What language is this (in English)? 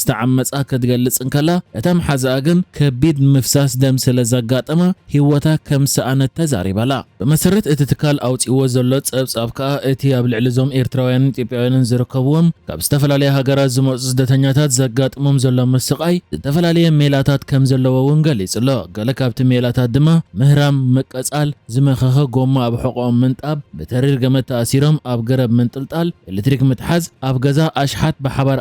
Tigrinya